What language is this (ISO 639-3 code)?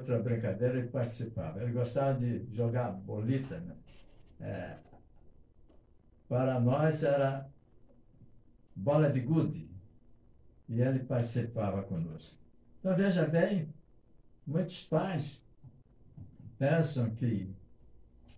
por